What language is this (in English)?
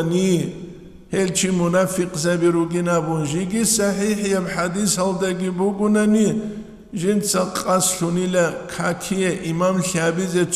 Avaric